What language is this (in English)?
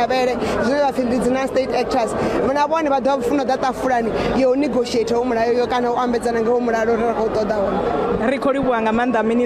Venda